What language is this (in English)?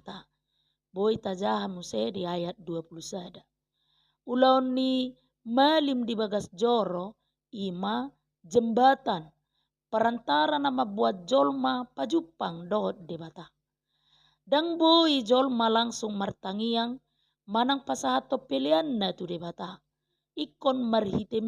Batak Toba